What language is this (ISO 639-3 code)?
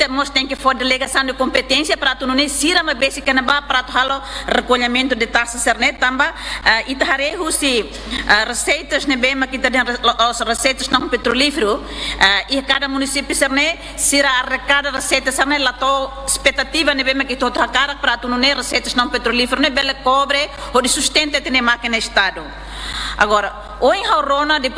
tet